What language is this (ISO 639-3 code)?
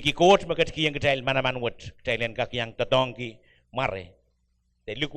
pon